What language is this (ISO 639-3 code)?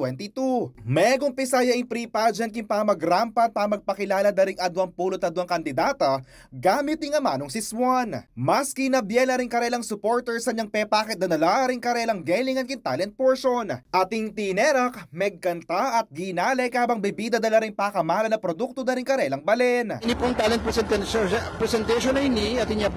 pam